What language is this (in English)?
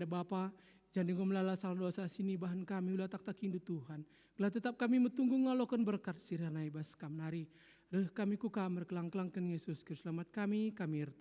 Batak Karo